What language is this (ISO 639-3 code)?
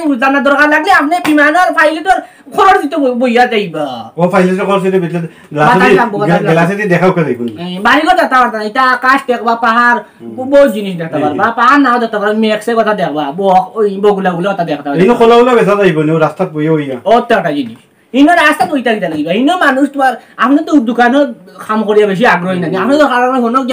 syl